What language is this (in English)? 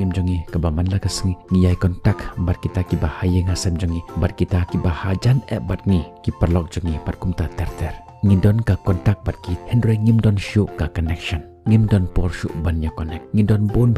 Khasi